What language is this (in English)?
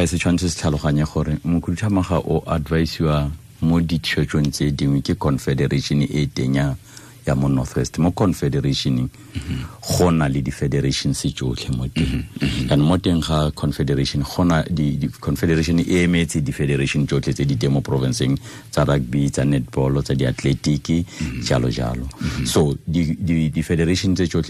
Tswana